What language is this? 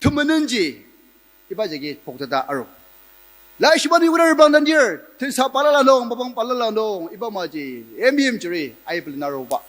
Ao Naga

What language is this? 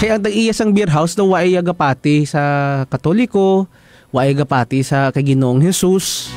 Hiligaynon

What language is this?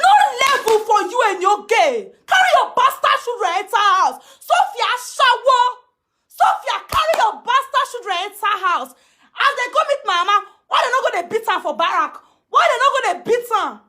Nigerian Pidgin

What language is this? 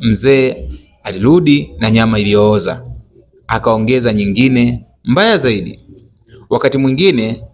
Swahili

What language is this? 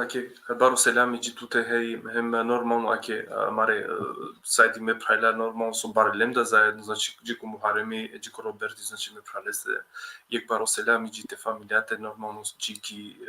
Balkan Romani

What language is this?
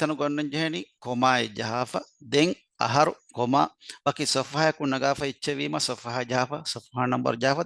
Divehi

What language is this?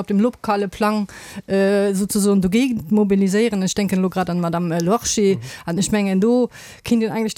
Luxembourgish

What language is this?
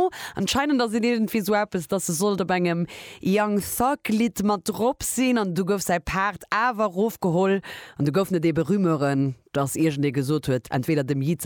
Luxembourgish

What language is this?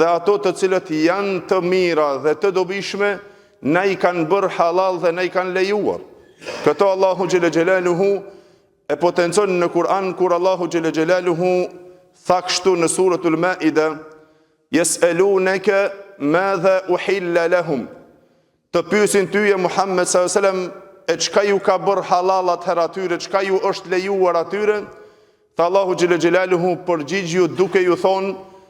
Albanian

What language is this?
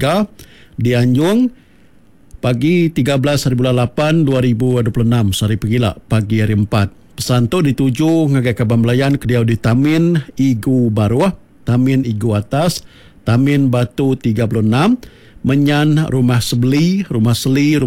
Iban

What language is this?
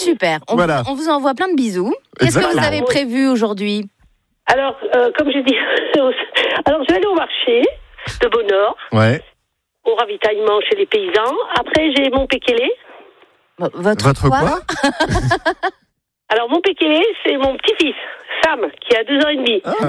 French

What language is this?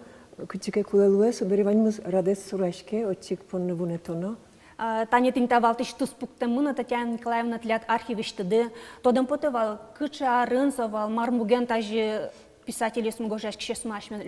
Udmurt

